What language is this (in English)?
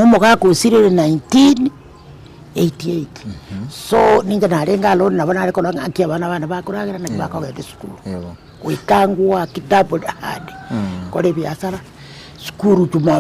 Gusii